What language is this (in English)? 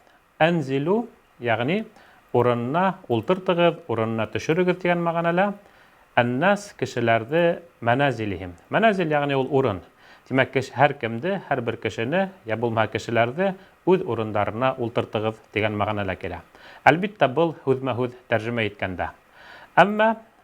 Bashkir